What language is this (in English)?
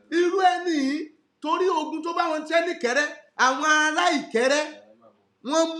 Yoruba